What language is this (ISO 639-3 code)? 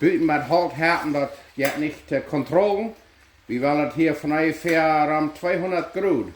pdt